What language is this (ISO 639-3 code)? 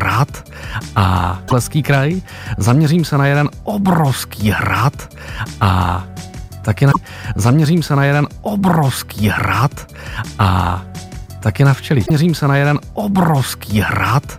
ces